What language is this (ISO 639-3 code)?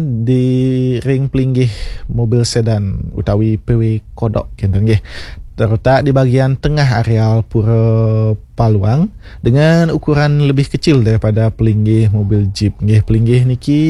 ban